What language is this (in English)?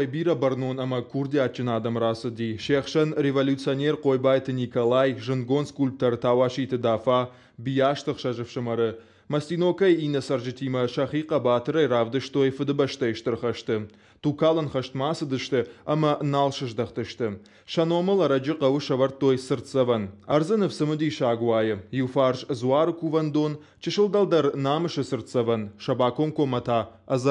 Ossetic